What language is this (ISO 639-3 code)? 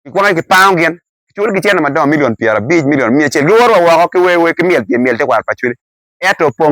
ach